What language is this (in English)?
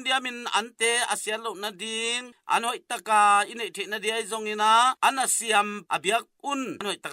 Tedim Chin